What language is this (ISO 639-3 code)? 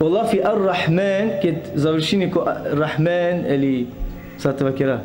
rmn